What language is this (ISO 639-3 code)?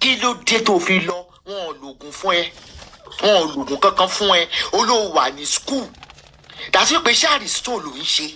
yor